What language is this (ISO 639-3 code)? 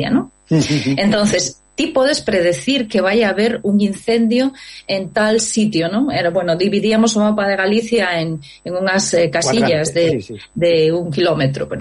glg